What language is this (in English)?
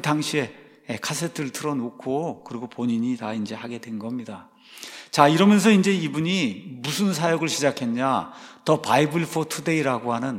Korean